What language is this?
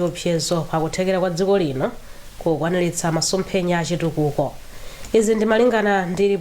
Nyanja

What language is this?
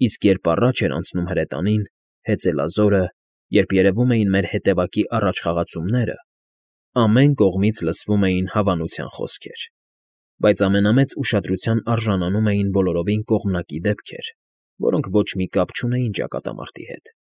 Armenian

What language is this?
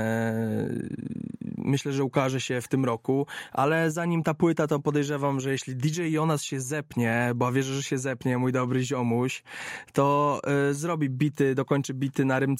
Polish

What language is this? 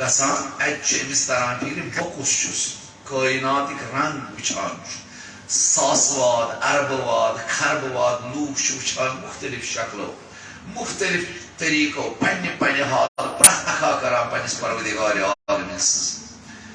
Kashmiri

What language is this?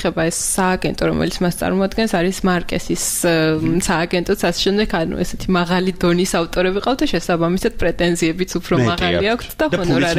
Georgian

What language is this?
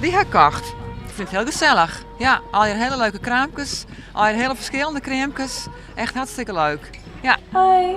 Western Frisian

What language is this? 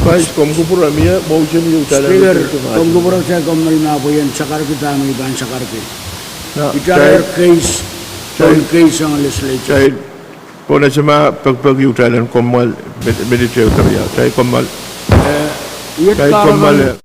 Pohnpeian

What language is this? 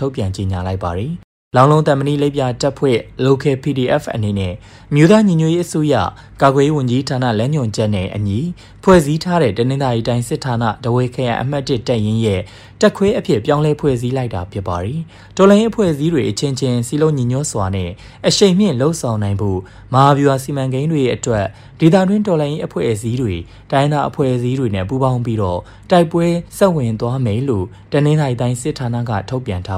Burmese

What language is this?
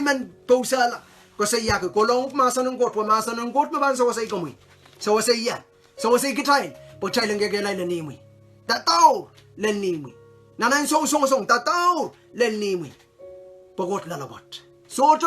Pohnpeian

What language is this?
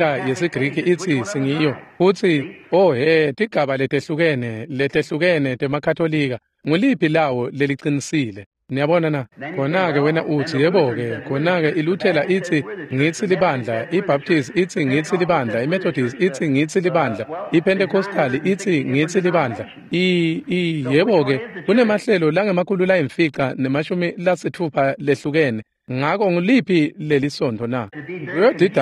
Swati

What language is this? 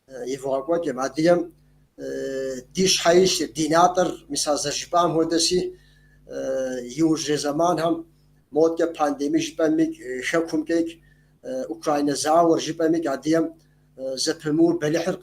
Kabardian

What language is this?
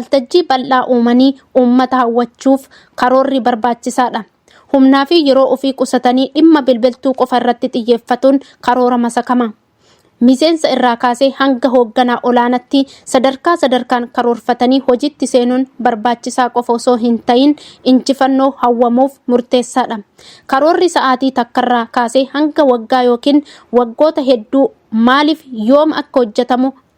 Oromo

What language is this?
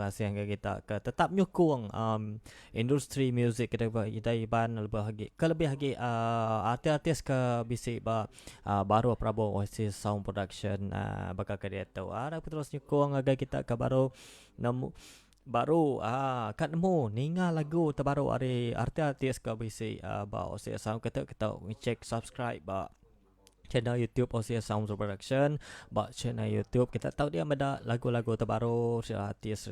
Iban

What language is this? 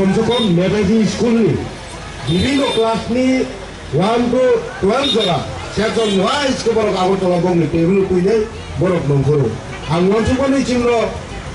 Kok Borok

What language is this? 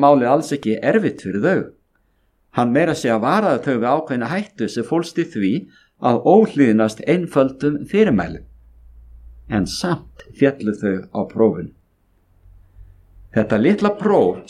Icelandic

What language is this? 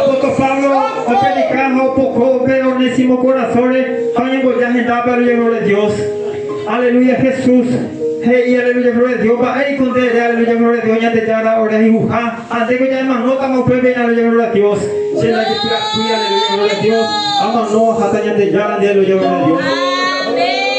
Guarani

